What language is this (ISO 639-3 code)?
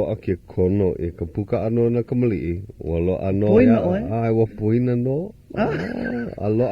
haw